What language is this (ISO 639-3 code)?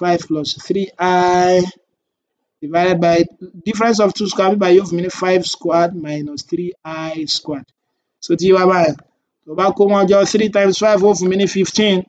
yor